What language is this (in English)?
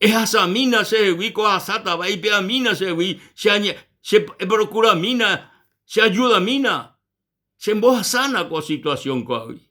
Guarani